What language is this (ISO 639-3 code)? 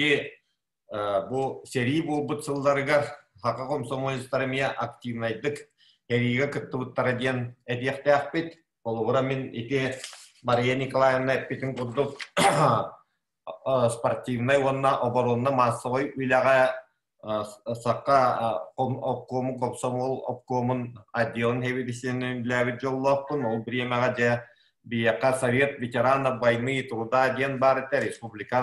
sah